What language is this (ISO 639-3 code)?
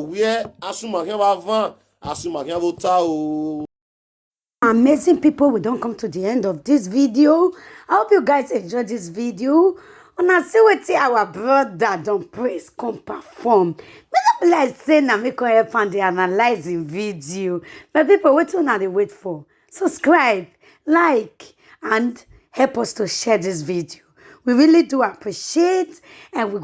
pcm